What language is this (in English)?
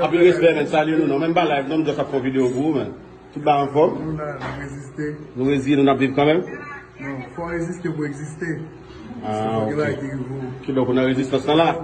Haitian Creole